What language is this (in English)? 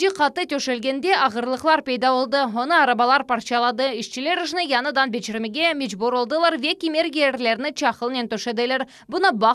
Crimean Tatar